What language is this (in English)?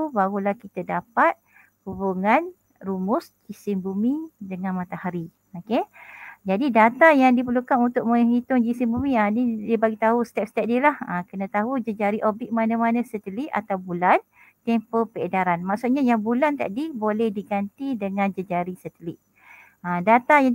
Malay